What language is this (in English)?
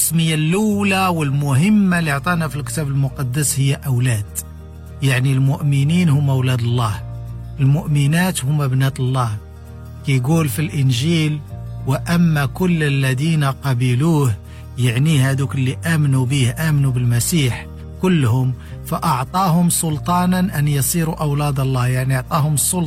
Moroccan Arabic